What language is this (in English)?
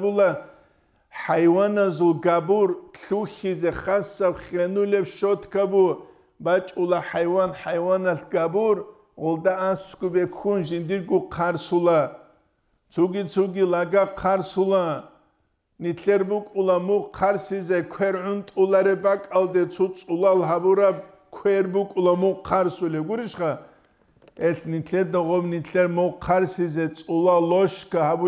Avaric